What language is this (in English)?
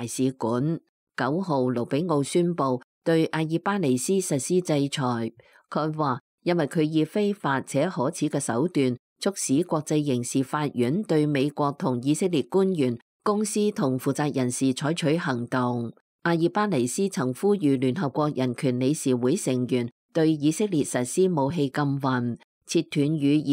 Cantonese